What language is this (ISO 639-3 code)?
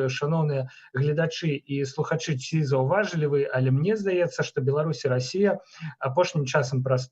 bel